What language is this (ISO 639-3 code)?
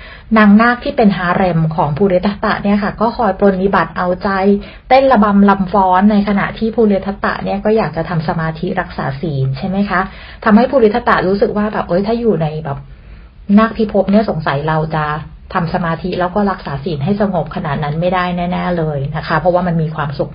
tha